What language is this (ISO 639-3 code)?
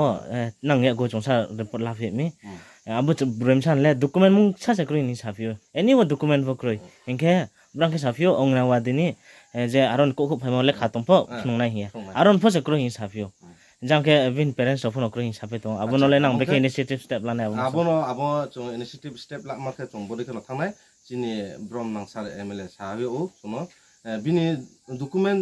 ria